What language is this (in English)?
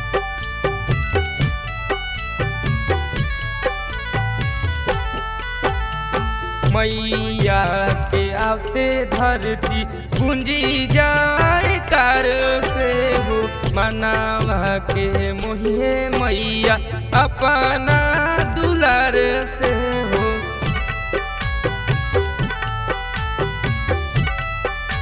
Bhojpuri